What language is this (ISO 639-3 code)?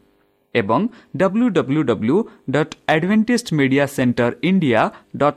ori